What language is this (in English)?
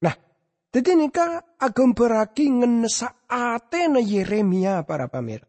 Madurese